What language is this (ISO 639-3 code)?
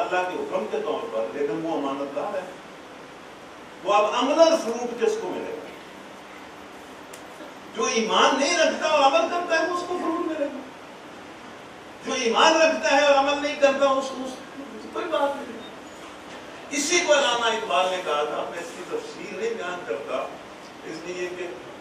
urd